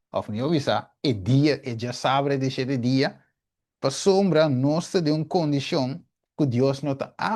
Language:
Papiamento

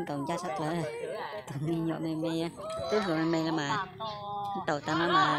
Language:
Hmong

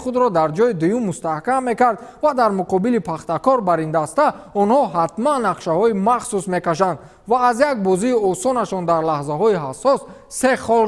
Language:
Tajik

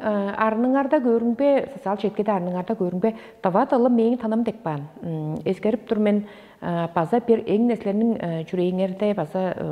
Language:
Tuvinian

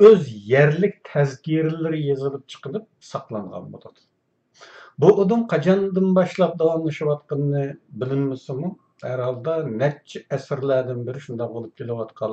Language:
Uyghur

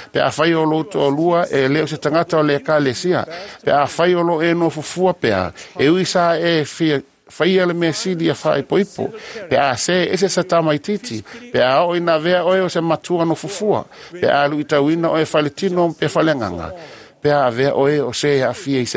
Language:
Samoan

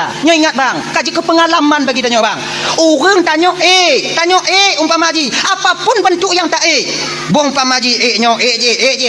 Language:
Achinese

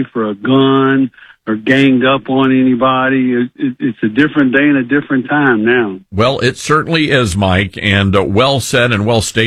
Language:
English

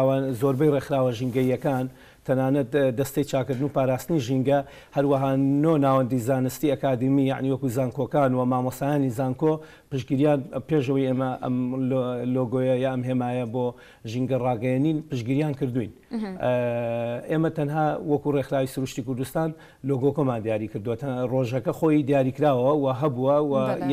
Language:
Central Kurdish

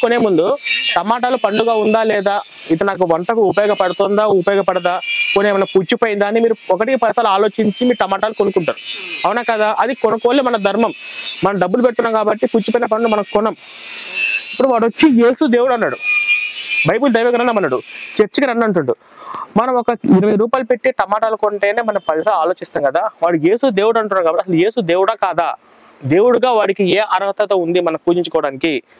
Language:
Telugu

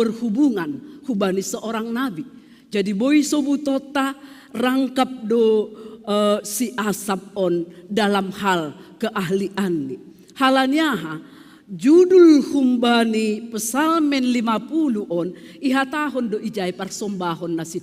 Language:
Batak Simalungun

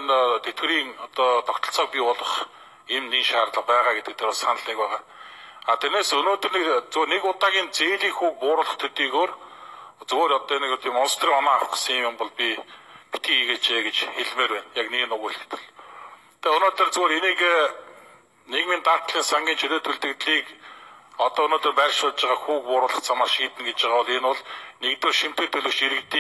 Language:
Mongolian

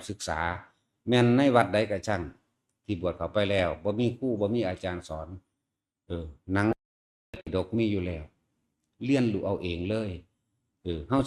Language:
Northeastern Thai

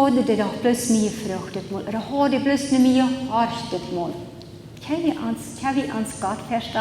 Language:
Plautdietsch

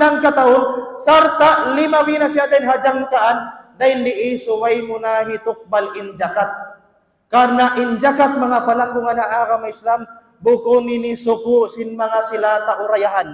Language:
Tausug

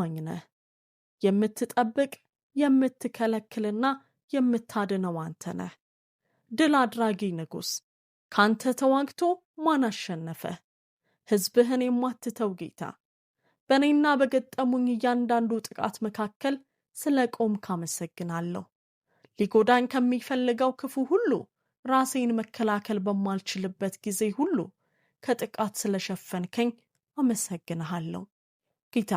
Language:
Amharic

